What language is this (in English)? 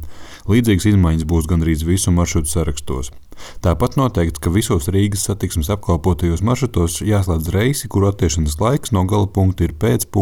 Latvian